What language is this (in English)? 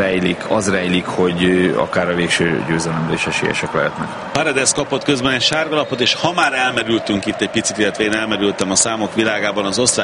Hungarian